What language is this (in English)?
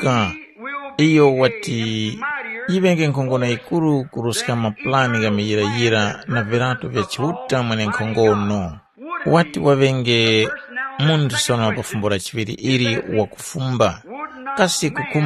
Tumbuka